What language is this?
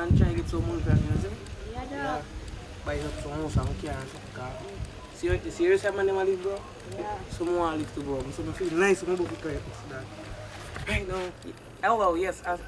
Jamaican Creole English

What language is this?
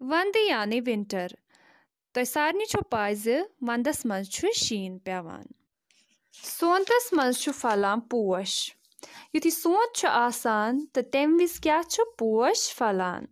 Kashmiri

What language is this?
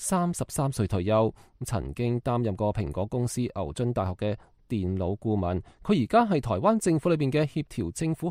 Cantonese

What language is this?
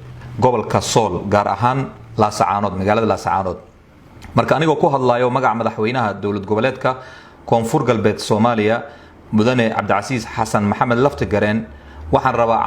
Somali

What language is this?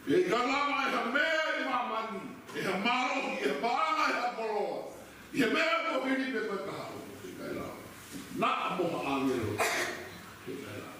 Tongan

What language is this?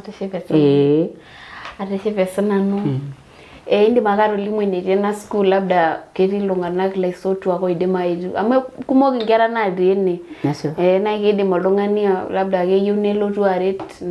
Masai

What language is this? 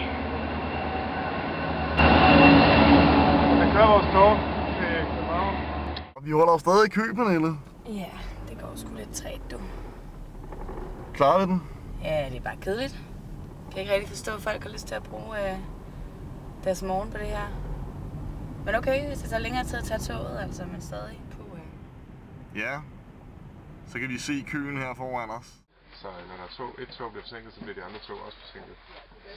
Danish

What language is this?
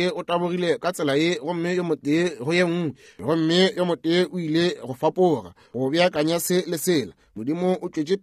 Northern Sotho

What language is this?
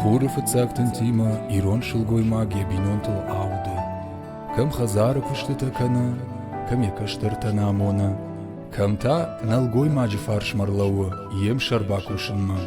Ossetic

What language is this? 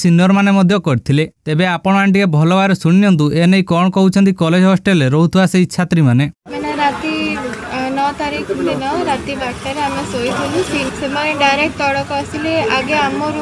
Odia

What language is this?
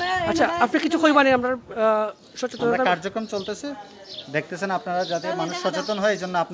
Sylheti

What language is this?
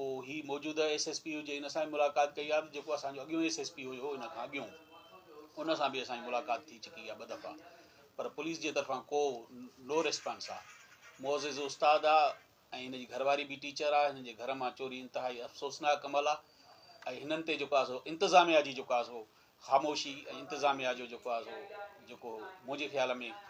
Sindhi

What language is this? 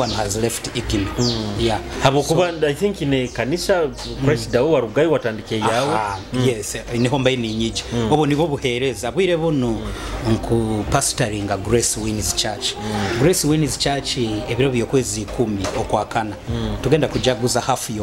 Nyoro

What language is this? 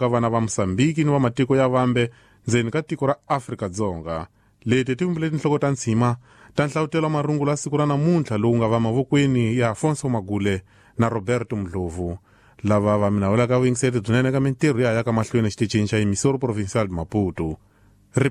Tsonga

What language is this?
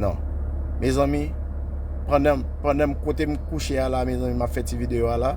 Haitian Creole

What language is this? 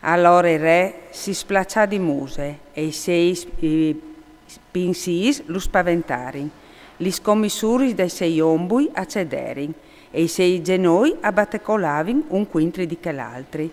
Friulian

